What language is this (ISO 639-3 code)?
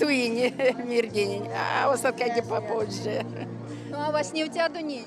myv